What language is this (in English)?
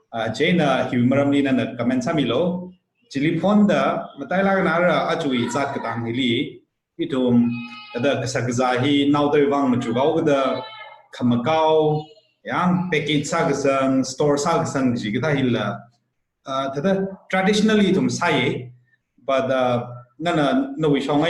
Tangkhul Naga (India)